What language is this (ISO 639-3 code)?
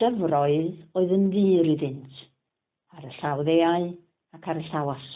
cym